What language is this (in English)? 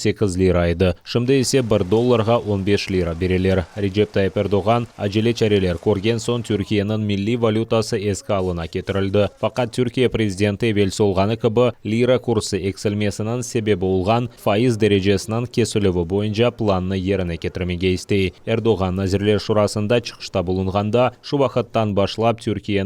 Crimean Tatar